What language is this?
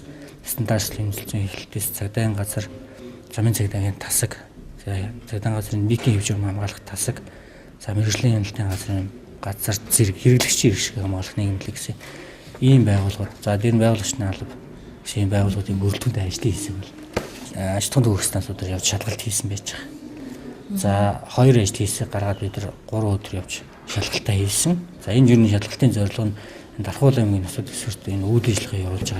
Mongolian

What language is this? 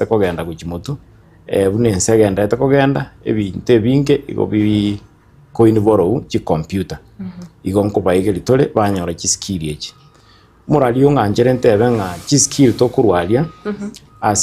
Gusii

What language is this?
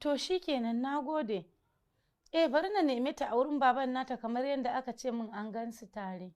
Hausa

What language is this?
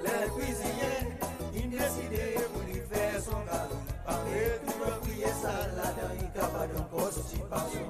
Seselwa Creole French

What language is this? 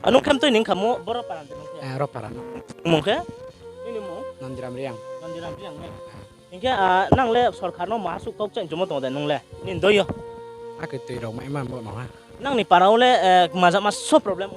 Riang (India)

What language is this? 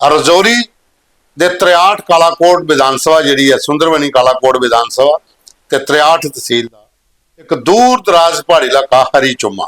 Dogri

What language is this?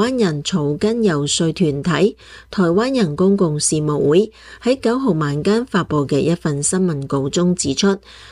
Cantonese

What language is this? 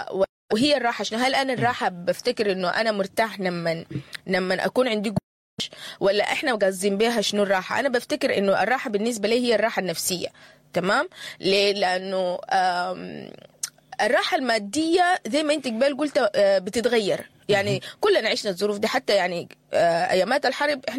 Sudanese Arabic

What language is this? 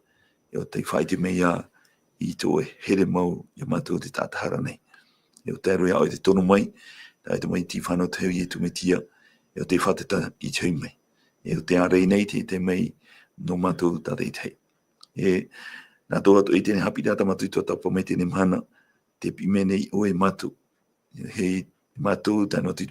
Tahitian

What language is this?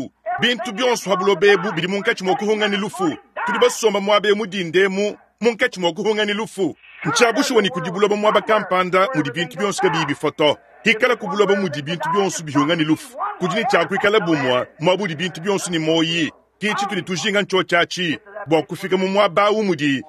Luba-Lulua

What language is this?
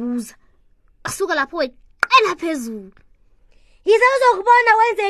South Ndebele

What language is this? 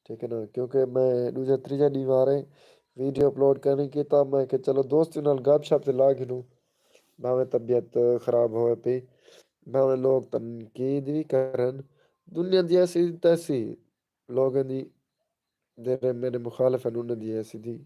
Saraiki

